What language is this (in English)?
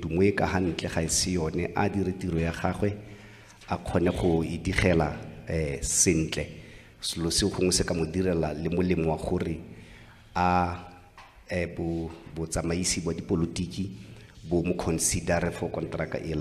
Tswana